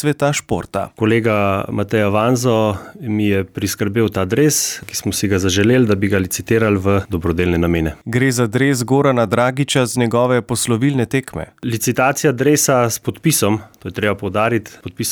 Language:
Slovenian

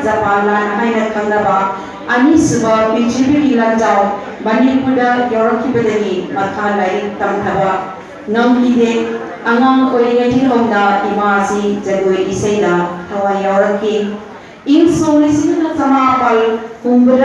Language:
Manipuri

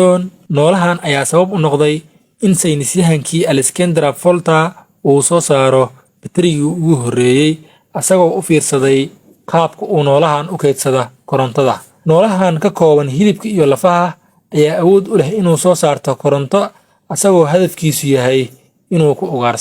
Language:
Somali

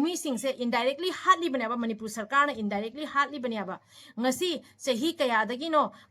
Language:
Manipuri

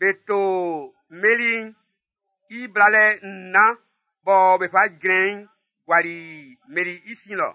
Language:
Baoulé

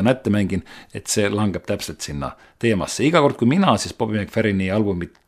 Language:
Estonian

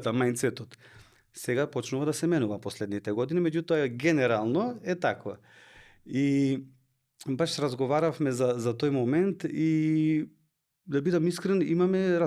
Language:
Macedonian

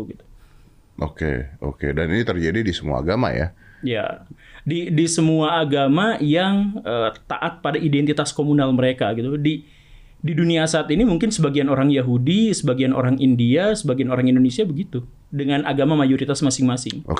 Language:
Indonesian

